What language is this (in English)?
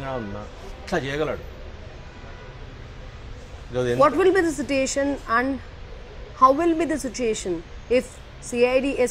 Telugu